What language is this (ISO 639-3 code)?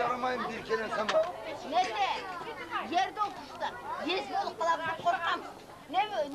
kum